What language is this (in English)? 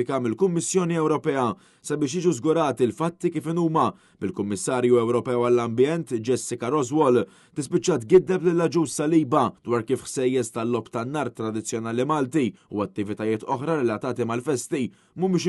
Maltese